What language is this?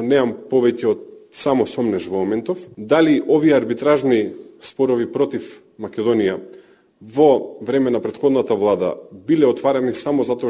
Macedonian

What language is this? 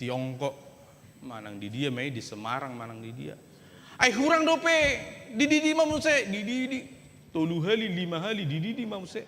Batak Toba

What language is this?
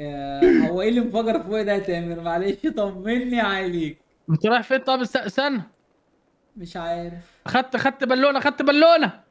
Egyptian Arabic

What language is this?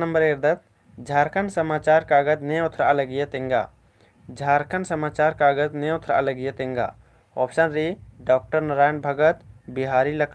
Kurukh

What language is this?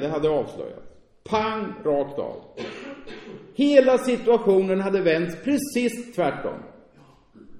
Swedish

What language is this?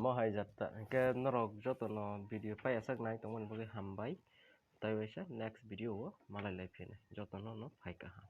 Kok Borok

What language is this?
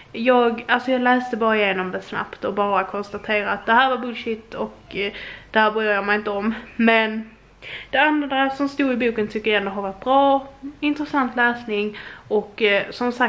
Swedish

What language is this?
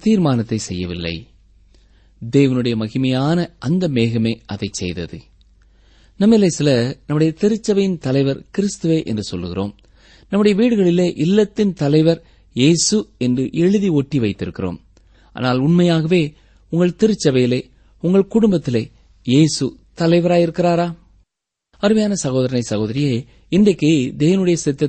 Tamil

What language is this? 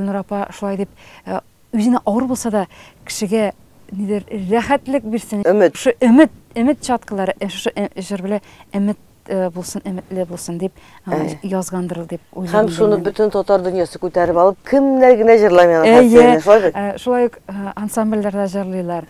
Tatar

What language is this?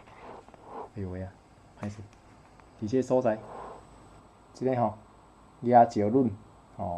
Min Nan Chinese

